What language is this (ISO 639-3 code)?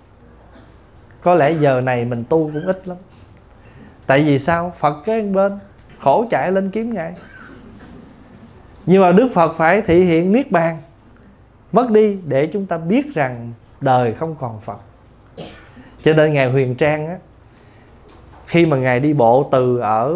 vie